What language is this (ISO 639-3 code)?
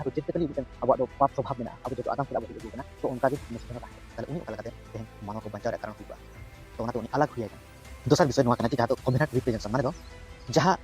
sat